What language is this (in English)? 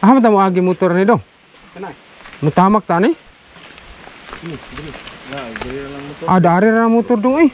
Cebuano